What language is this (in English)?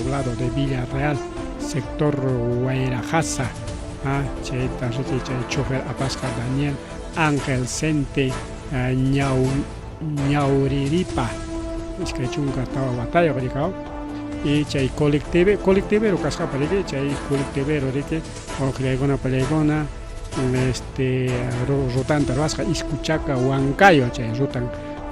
Ayacucho Quechua